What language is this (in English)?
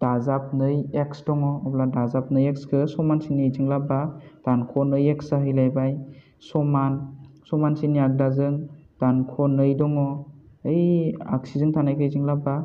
Bodo